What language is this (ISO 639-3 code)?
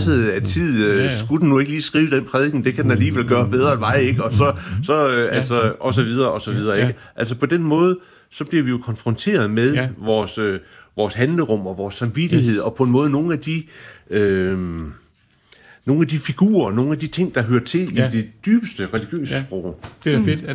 dan